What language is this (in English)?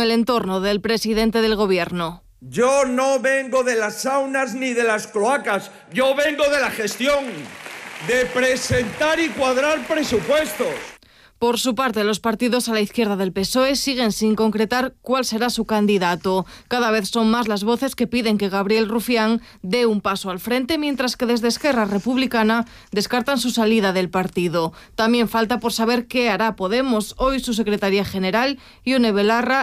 Spanish